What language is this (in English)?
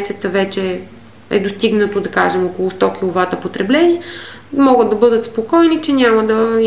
Bulgarian